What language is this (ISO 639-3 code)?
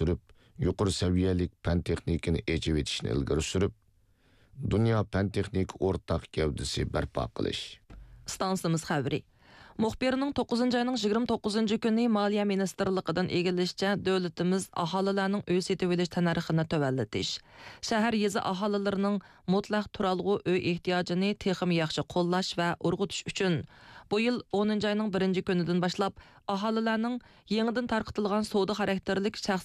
uig